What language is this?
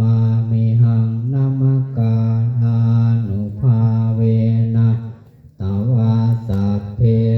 Pali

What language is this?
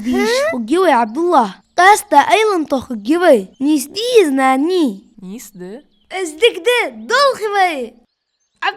Ingush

